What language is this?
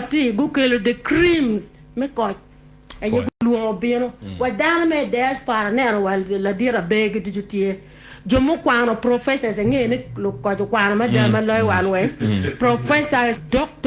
Acoli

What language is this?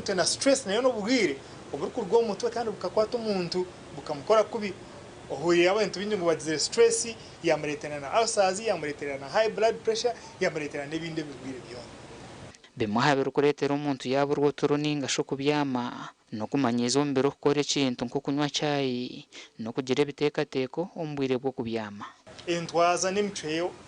Nyankole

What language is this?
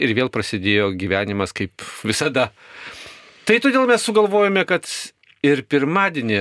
Lithuanian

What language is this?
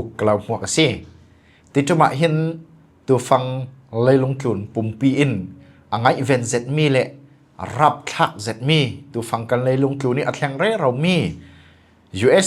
Falam Chin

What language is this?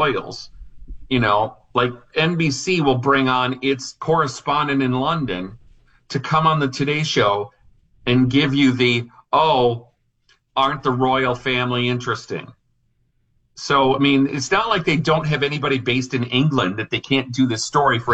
English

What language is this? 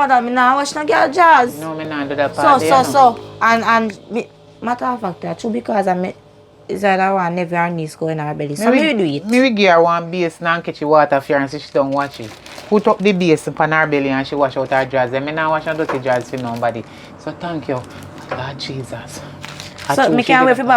Jamaican Creole English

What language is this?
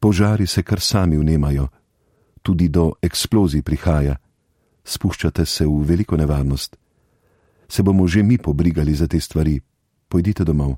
Slovenian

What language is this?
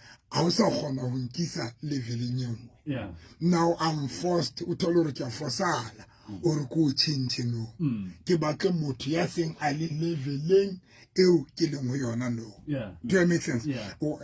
Southern Sotho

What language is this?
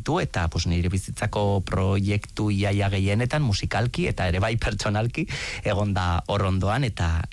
Basque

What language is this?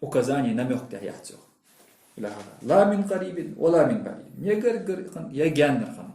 Ingush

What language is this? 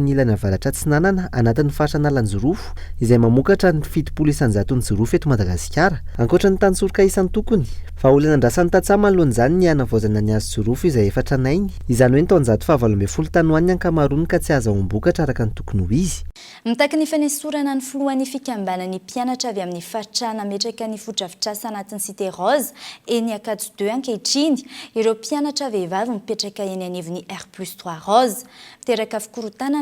Malagasy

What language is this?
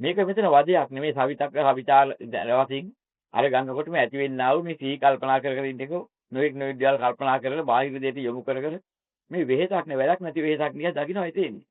Sinhala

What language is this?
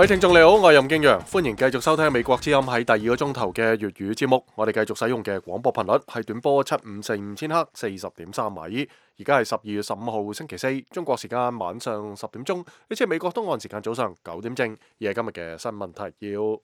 Cantonese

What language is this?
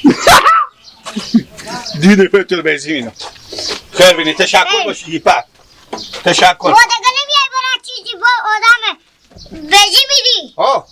Hazaragi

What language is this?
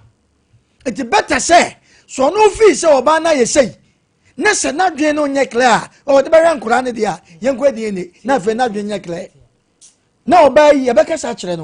Akan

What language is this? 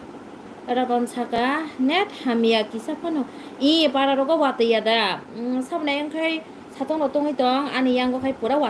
Kok Borok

